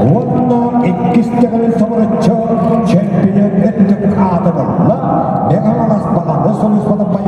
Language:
Yakut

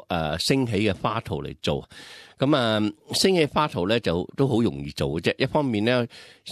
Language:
Cantonese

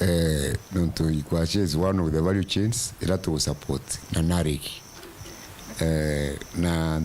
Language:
Meru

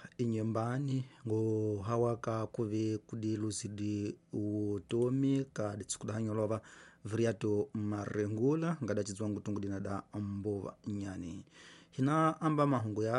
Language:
Tsonga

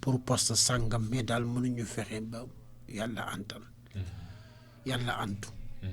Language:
Wolof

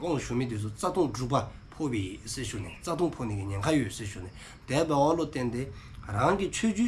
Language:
Dzongkha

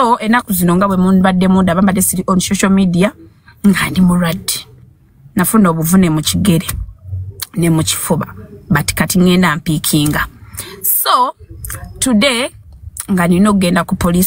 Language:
Ganda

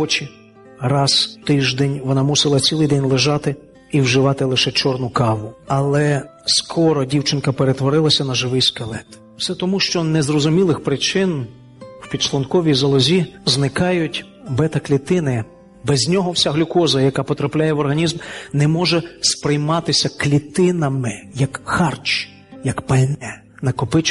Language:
Ukrainian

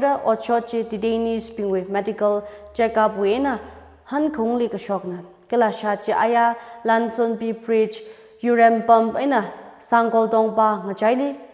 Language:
Tangkhul Naga (India)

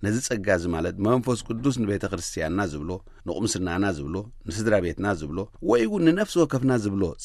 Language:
Tigrinya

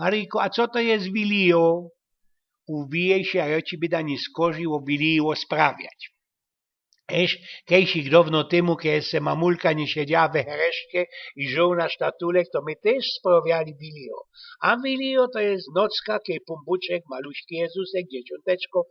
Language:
Silesian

